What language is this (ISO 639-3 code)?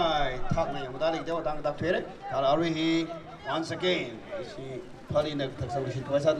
nmf